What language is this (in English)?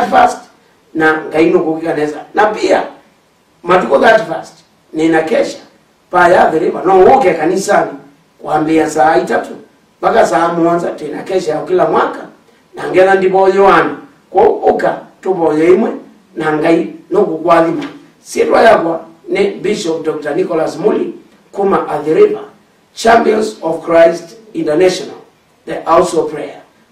Kamba